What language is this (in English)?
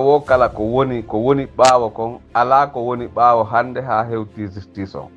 Fula